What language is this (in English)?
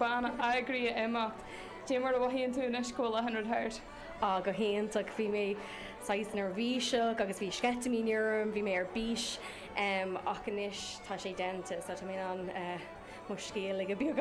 Irish